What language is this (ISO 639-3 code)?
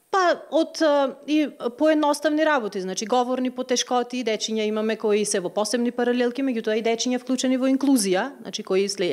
mkd